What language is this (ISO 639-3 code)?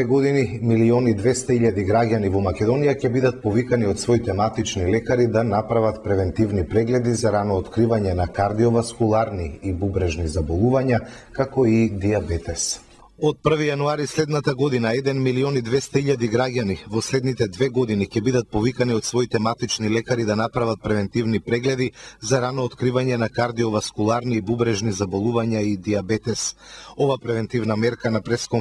mkd